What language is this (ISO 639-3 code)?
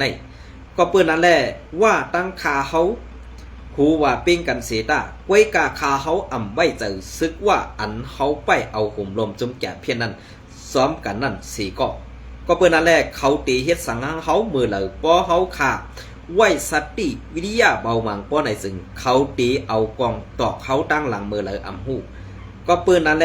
shn